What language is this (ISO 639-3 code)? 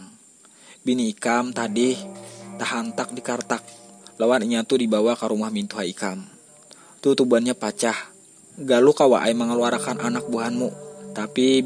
bjn